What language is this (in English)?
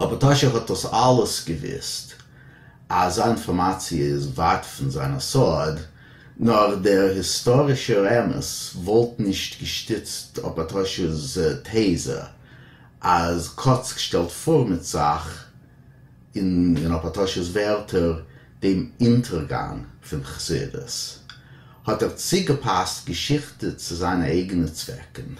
Yiddish